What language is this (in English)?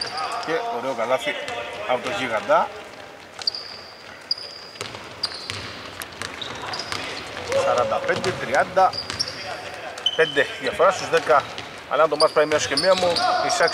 Greek